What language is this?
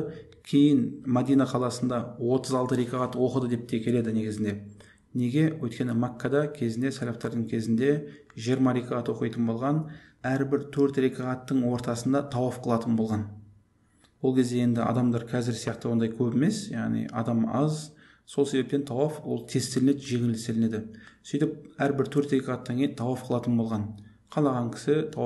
Kazakh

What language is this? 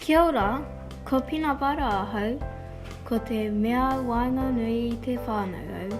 Māori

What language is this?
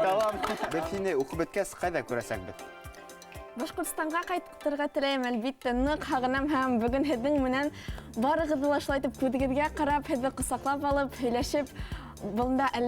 Bashkir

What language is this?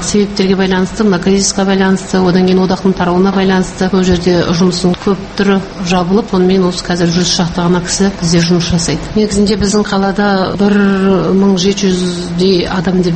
Kazakh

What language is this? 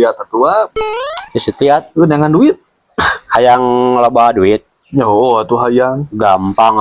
Sundanese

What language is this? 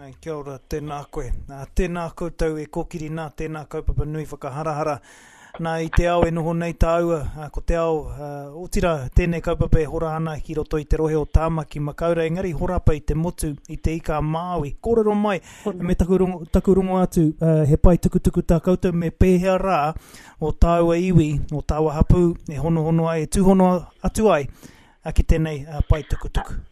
Māori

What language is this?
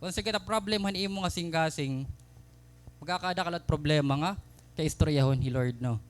Waray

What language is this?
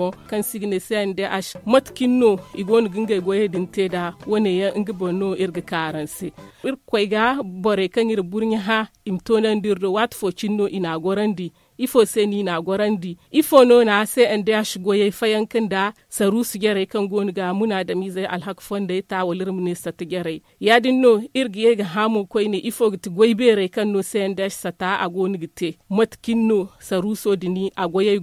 Zarma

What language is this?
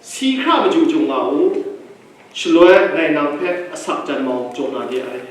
Kachin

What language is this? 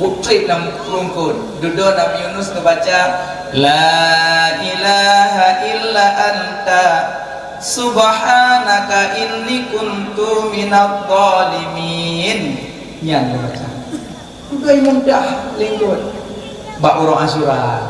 Achinese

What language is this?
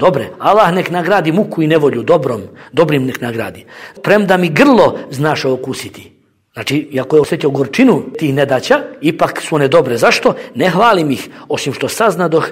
Bosnian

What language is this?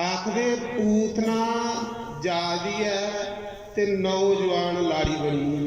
Dogri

